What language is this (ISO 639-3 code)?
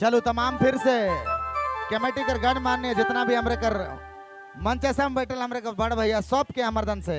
sck